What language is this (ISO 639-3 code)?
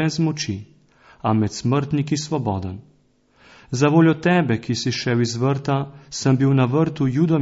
slv